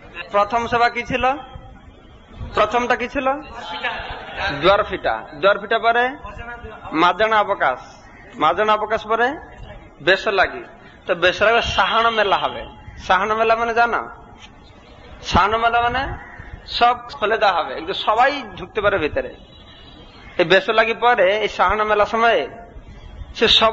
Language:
Bangla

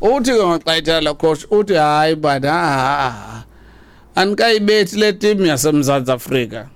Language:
Xhosa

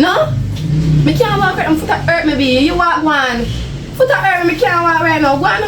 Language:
Jamaican Creole English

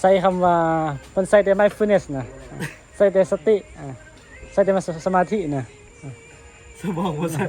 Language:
Northeastern Thai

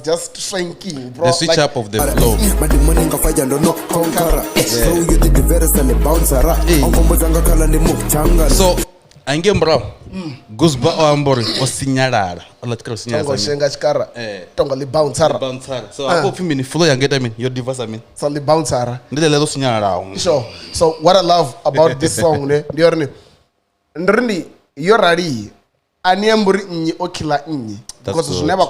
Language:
Venda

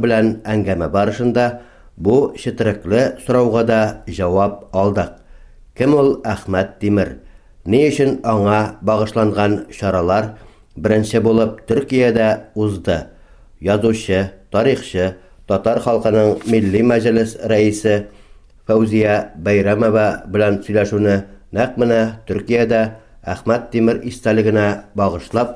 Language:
Tatar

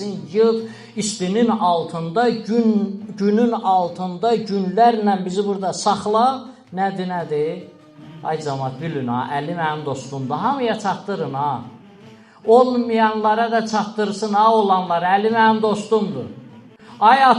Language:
Azerbaijani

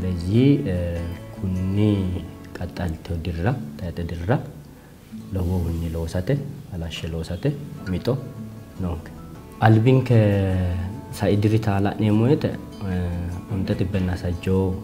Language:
Sidamo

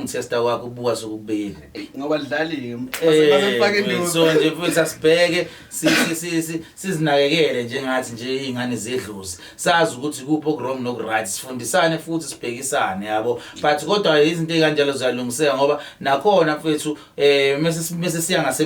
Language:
Zulu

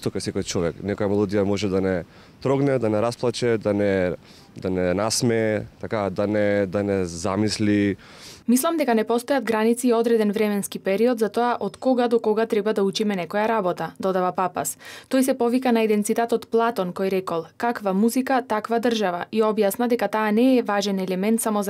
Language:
Macedonian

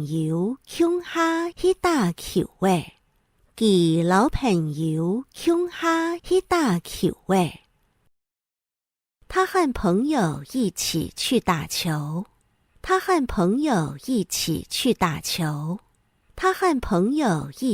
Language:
Hakka Chinese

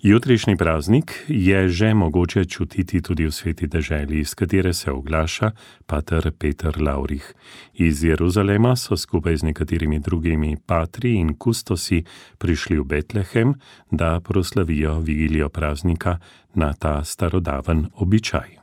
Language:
Slovenian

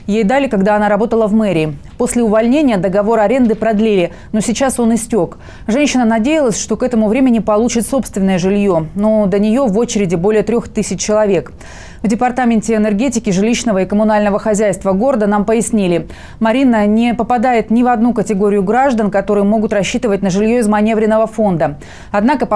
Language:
Russian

